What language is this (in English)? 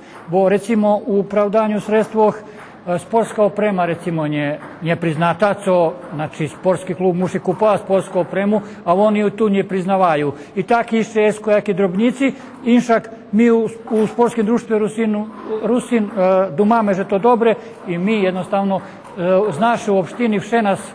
Rusyn